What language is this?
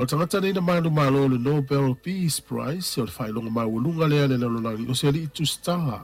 Samoan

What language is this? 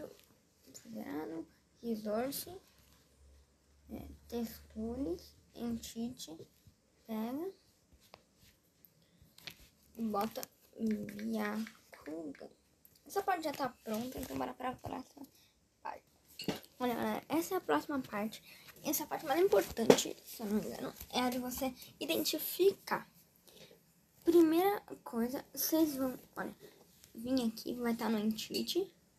Portuguese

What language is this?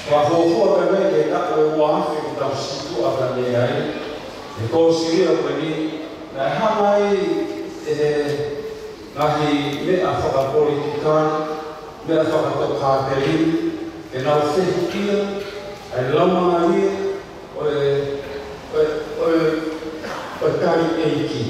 Tongan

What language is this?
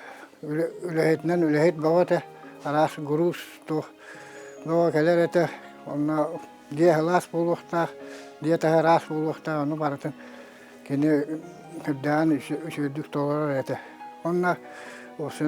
Yakut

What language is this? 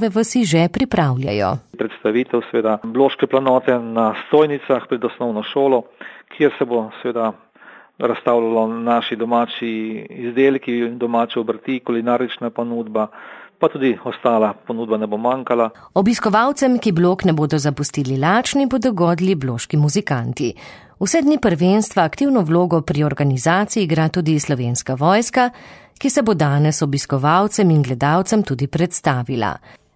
Slovenian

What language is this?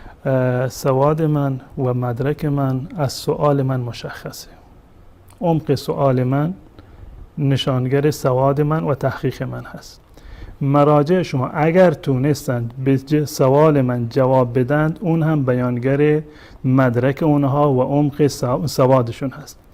Persian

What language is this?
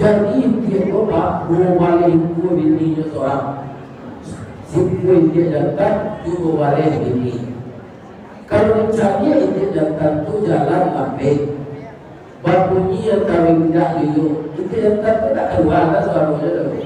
Minangkabau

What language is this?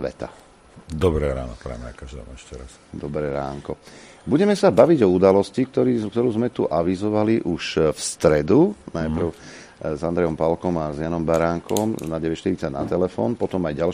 Slovak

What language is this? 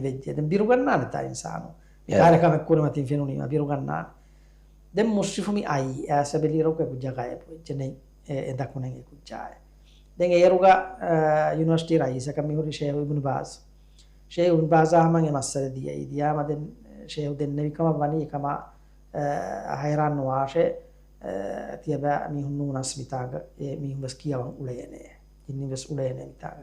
Divehi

